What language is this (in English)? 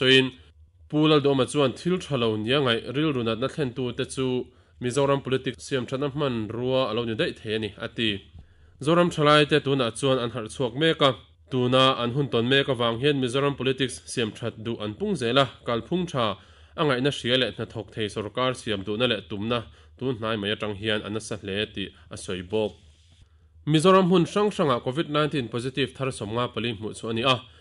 Mizo